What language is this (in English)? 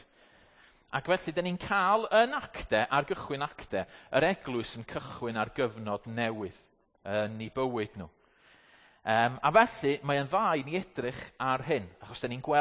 Welsh